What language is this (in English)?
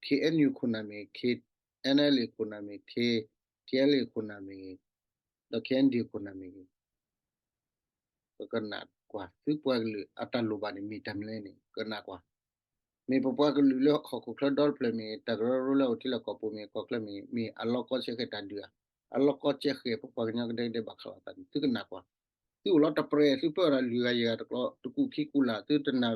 S'gaw Karen